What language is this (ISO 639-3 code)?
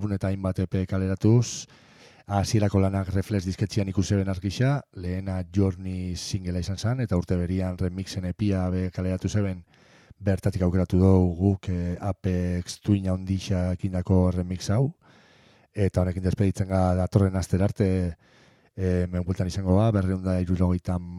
eus